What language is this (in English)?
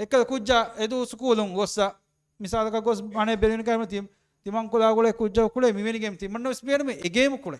Divehi